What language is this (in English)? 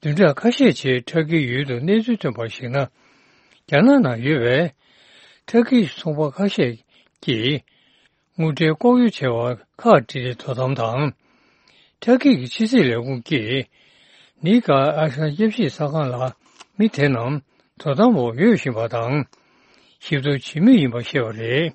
Tibetan